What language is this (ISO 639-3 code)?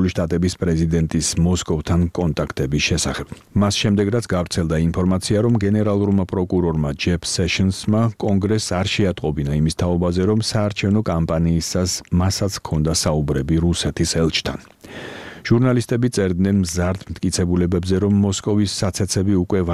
kat